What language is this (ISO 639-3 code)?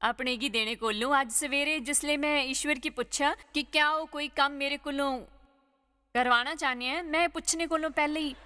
doi